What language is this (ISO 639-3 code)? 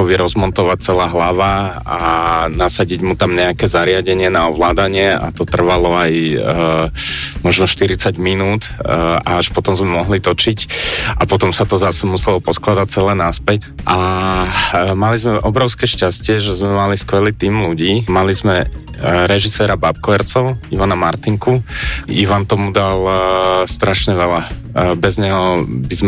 slk